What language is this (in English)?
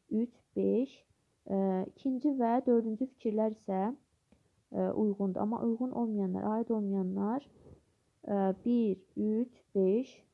Azerbaijani